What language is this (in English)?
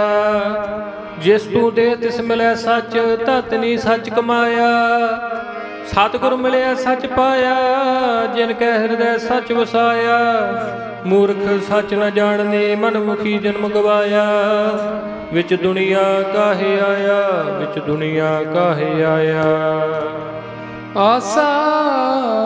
Punjabi